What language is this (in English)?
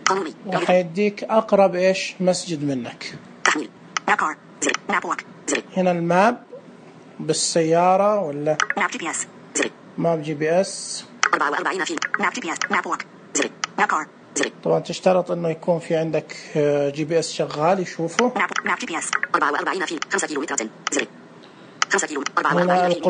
Najdi Arabic